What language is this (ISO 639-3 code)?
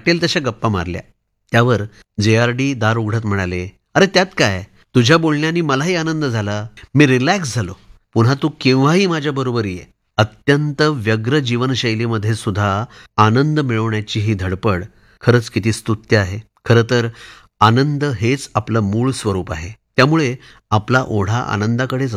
mar